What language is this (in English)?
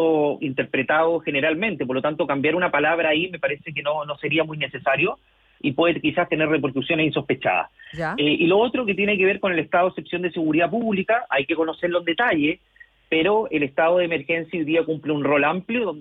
Spanish